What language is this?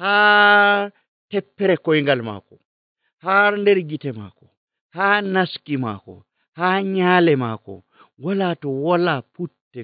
Nigerian Fulfulde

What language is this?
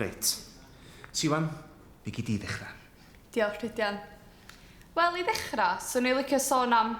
Welsh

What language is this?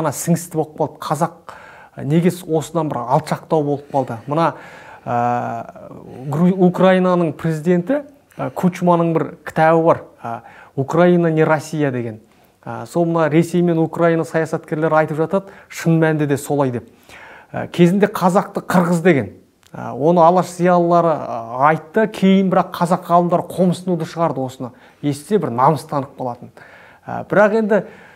Kazakh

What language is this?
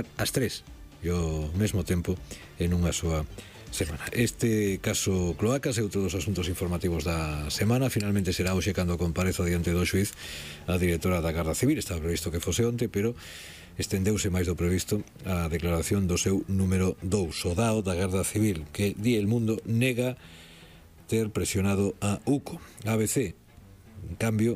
Galician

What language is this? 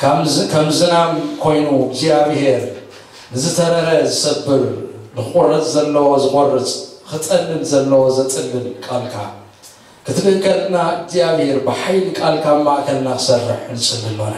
Tigrinya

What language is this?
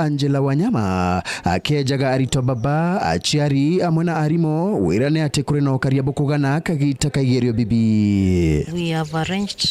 Meru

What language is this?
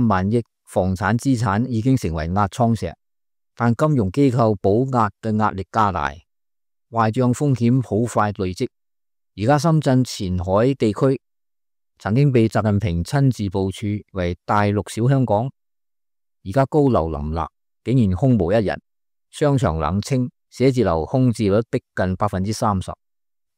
Cantonese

